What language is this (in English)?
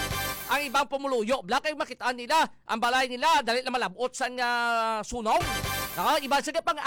Hiligaynon